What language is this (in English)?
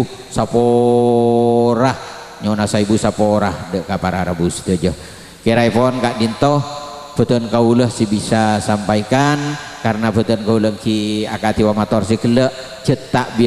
Madurese